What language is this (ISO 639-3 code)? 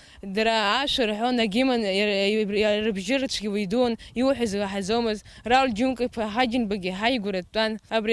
abk